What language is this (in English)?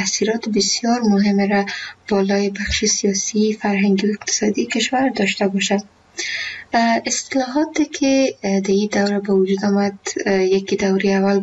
Persian